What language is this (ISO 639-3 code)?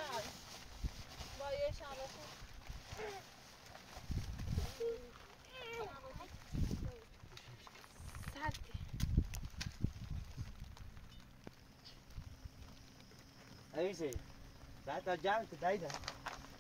fas